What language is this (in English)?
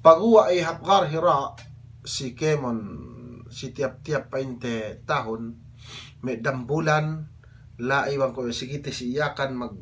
Yakan